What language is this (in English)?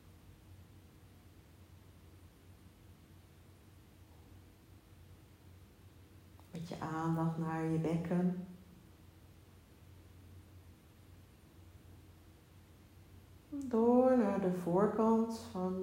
Dutch